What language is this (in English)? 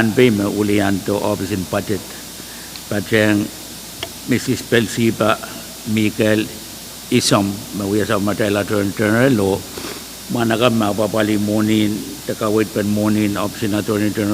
Pohnpeian